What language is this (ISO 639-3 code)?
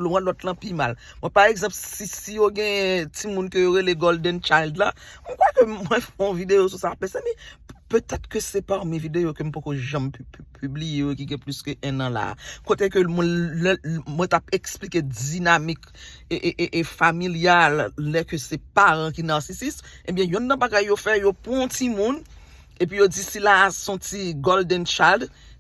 hat